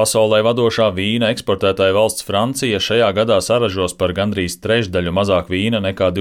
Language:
Latvian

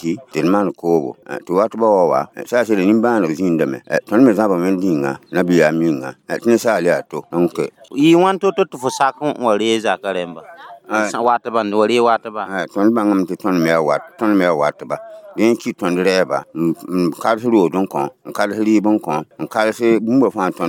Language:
Mossi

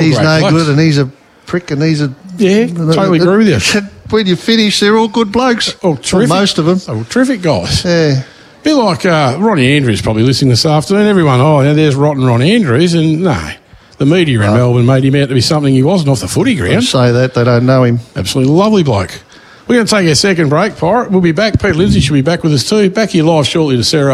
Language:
English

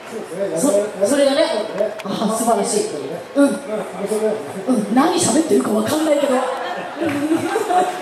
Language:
Japanese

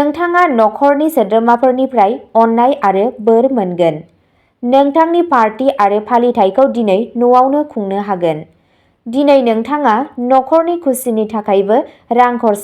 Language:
Bodo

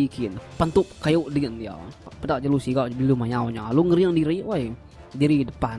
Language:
Iban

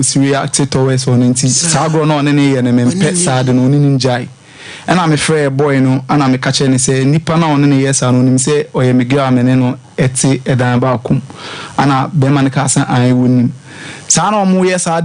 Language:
Akan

